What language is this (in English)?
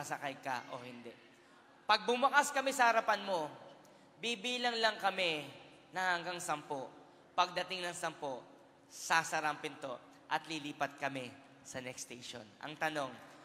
Filipino